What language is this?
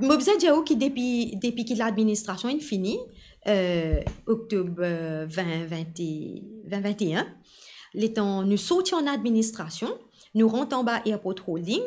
Morisyen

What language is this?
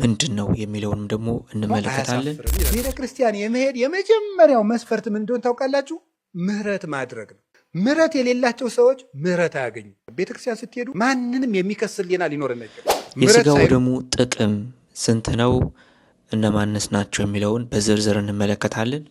Amharic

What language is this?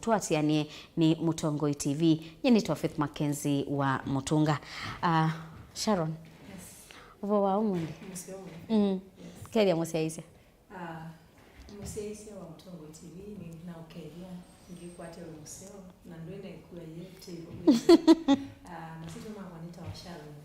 Kamba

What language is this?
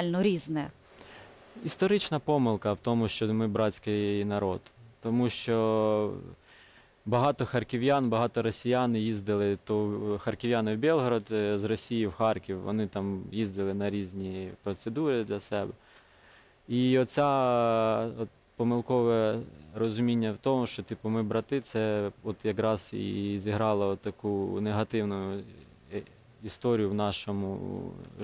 Ukrainian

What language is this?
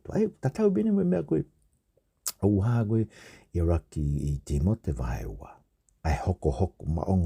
Tongan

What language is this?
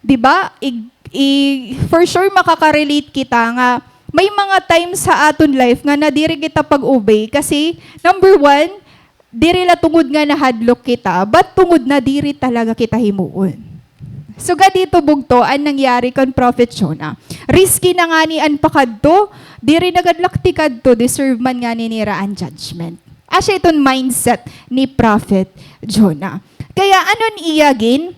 Waray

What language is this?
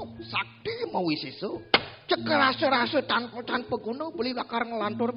Balinese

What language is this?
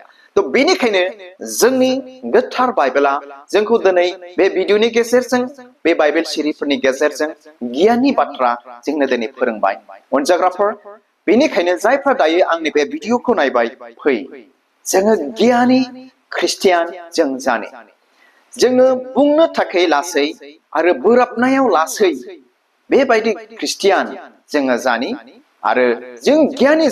Bodo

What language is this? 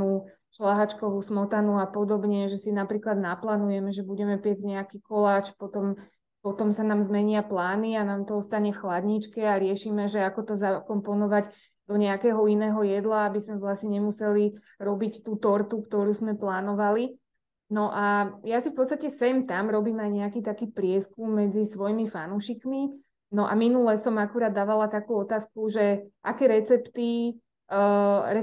Slovak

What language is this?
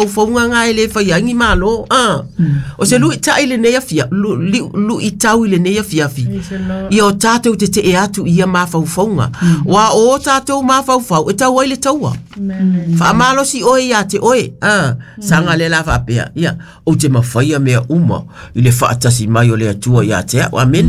Samoan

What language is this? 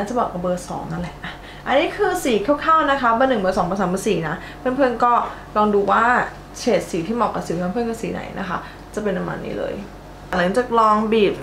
Thai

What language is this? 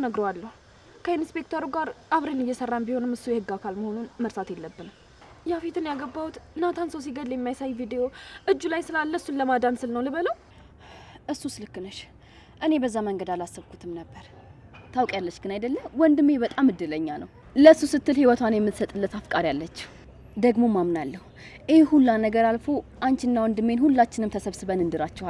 Amharic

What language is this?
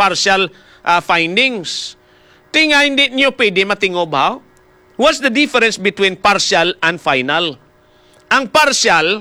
Hiligaynon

